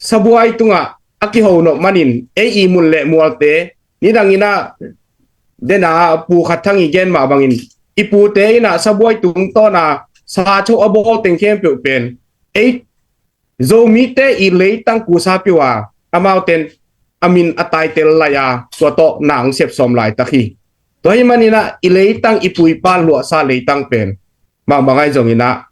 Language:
Tedim Chin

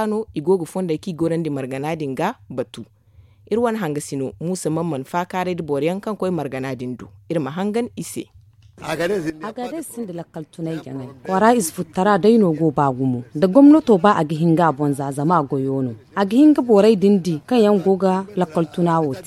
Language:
Zarma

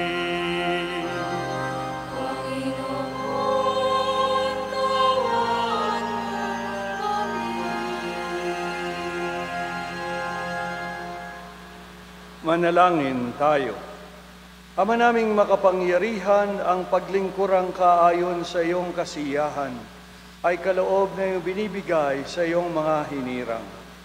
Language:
Filipino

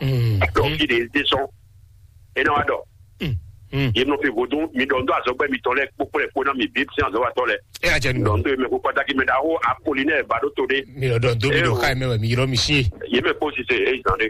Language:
Fon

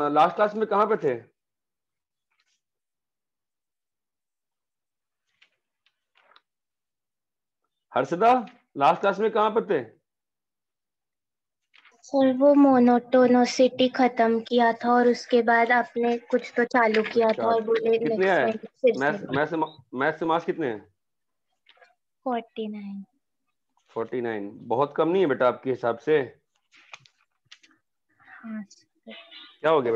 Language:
Hindi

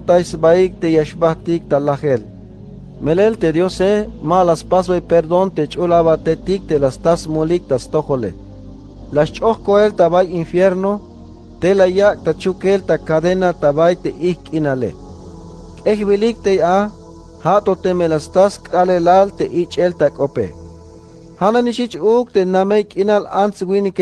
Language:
Tzeltal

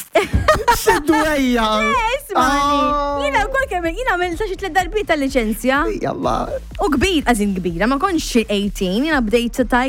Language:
Maltese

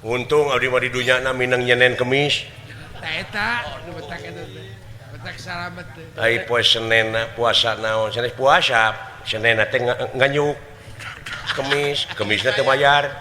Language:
Sundanese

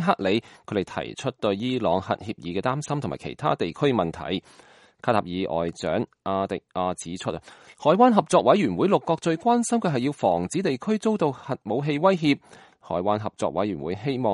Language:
Cantonese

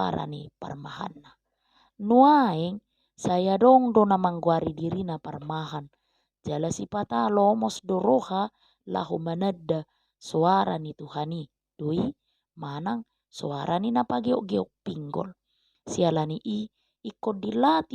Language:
Batak Toba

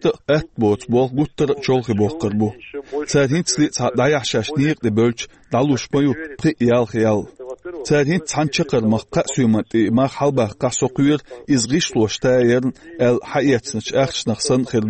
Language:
Chechen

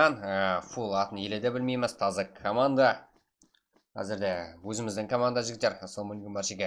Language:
Kara-Kalpak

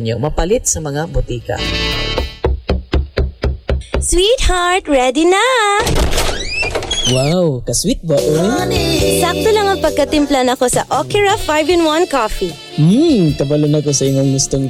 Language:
Cebuano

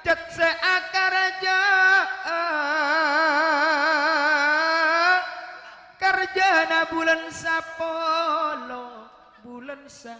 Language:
Madurese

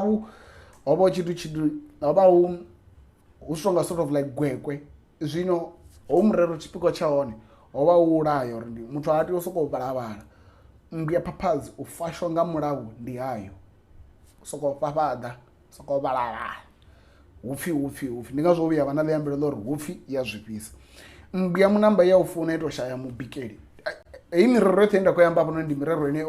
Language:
Venda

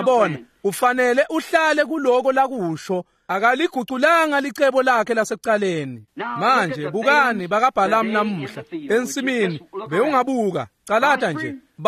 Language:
Swati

